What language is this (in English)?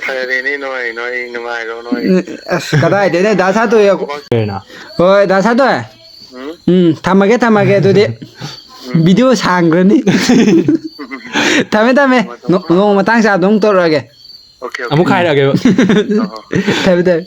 Manipuri